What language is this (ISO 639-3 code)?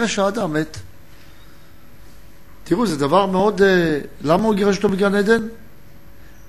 heb